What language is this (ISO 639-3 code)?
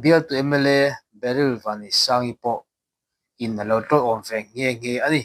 lus